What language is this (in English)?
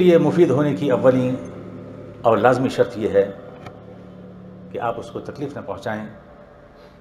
Urdu